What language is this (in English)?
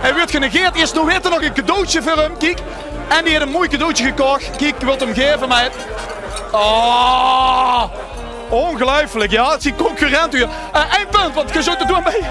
Limburgish